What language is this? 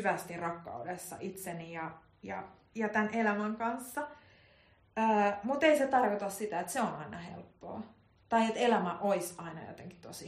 Finnish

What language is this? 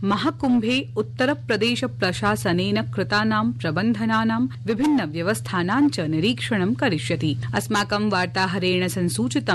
Sanskrit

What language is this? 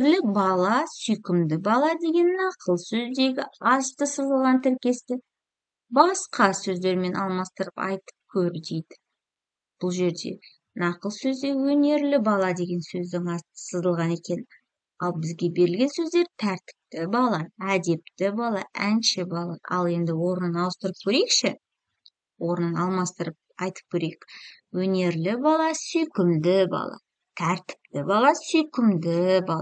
Kazakh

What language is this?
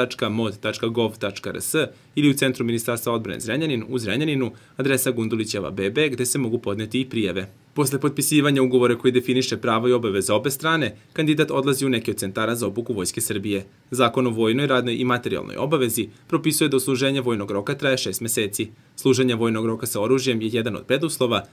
Serbian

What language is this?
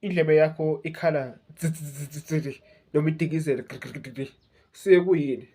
Zulu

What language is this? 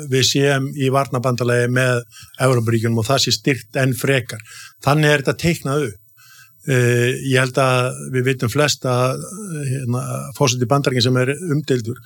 Icelandic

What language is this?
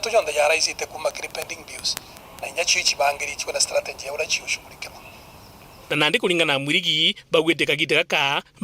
Meru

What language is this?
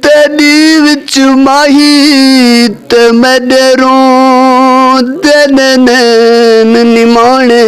Saraiki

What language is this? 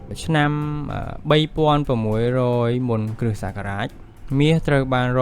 Khmer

